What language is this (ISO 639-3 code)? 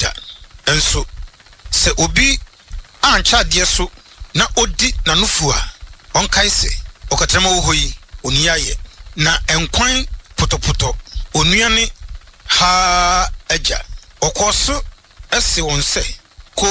aka